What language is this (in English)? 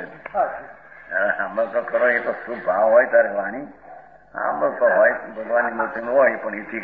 Gujarati